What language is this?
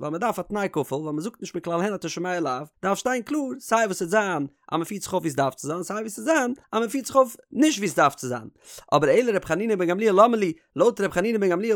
Yiddish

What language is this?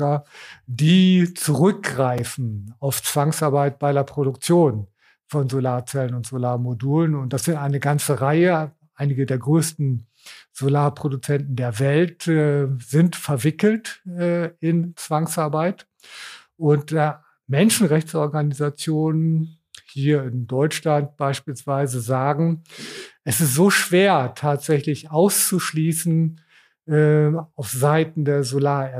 German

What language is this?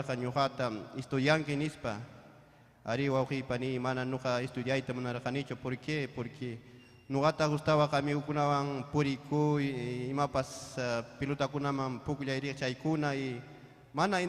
Ayacucho Quechua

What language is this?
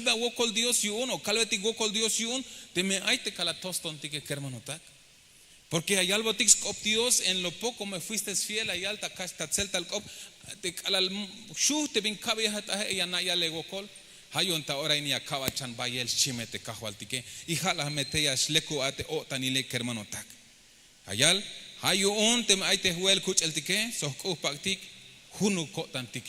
Tzeltal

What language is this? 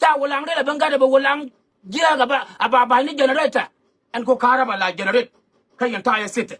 Nuer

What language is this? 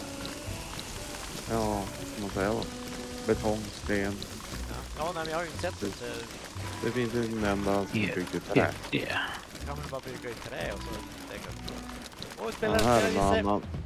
Swedish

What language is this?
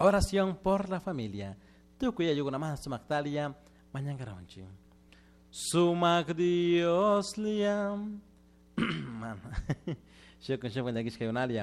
Chimborazo Highland Quichua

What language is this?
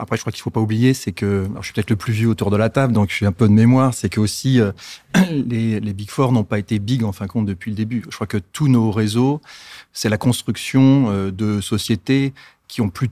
Luxembourgish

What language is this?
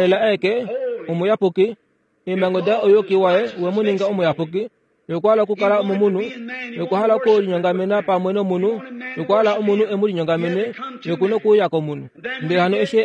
Kuanyama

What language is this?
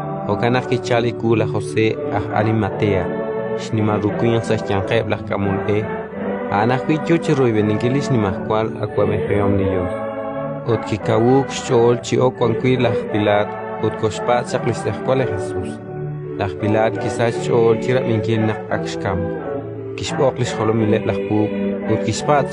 Kekchí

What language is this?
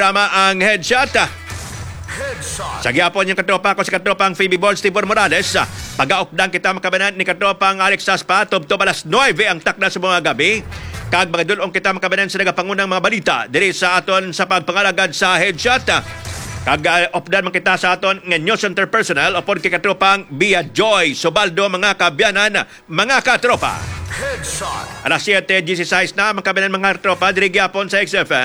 Hiligaynon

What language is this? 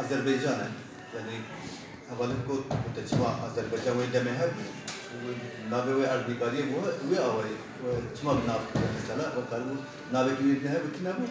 Kurdish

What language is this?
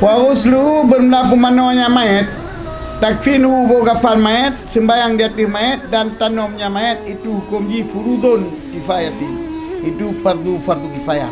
Achinese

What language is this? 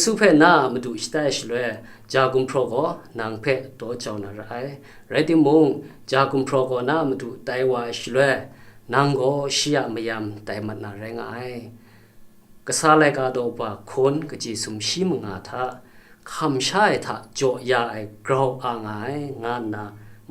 Kachin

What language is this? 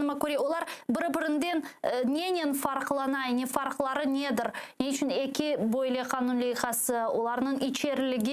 Crimean Tatar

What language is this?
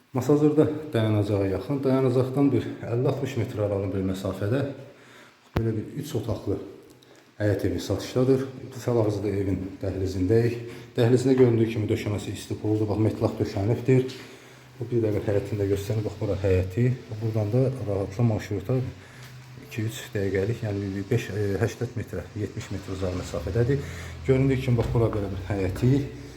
Azerbaijani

